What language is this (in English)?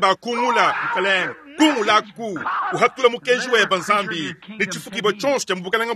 Luba-Lulua